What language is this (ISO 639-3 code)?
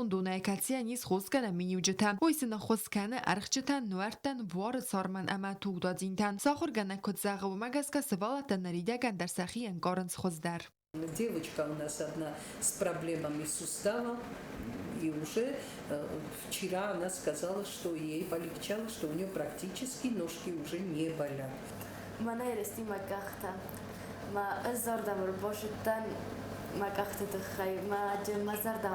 oss